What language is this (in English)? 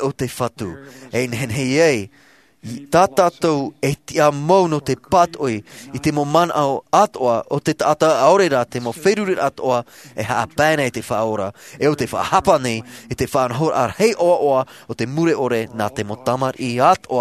Tahitian